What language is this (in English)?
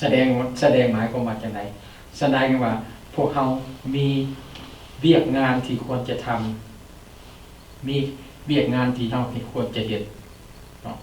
Lao